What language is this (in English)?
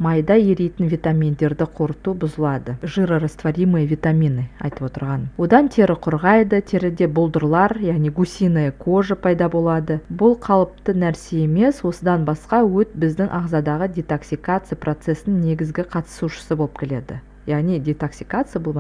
Kazakh